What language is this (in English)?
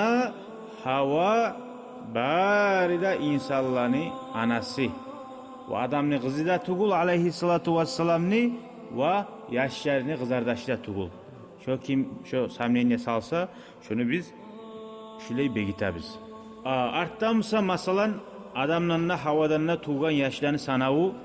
Kumyk